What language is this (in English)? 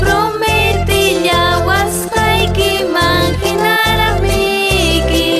Ayacucho Quechua